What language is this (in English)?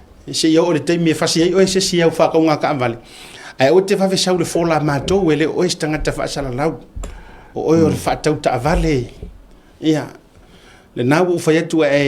Samoan